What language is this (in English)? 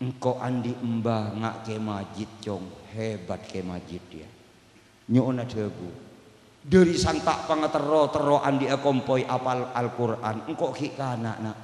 Madurese